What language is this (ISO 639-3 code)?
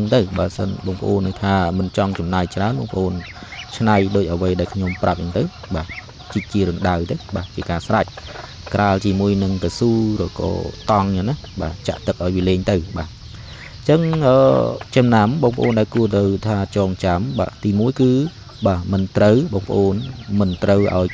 khm